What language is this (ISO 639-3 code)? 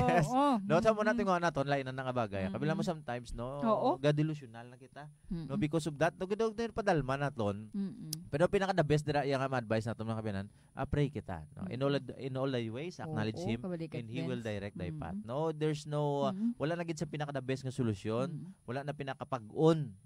hil